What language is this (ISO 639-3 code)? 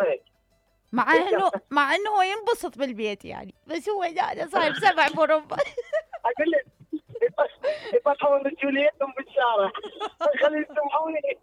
acm